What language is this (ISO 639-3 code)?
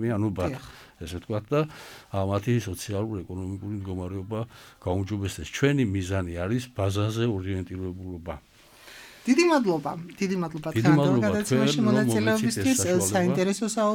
kat